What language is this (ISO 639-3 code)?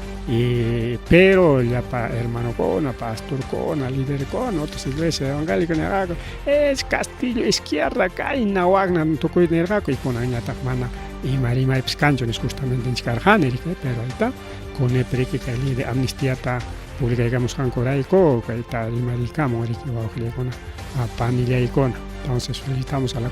quy